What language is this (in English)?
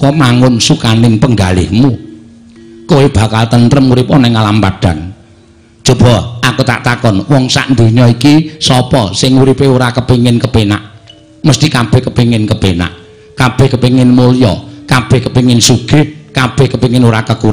Javanese